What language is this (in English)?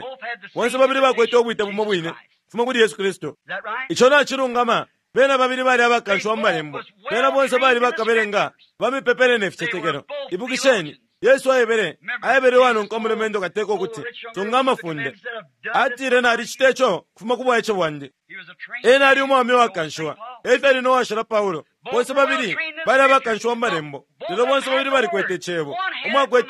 Bemba